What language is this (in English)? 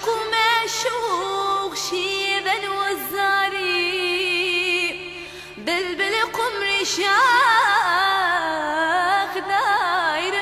Persian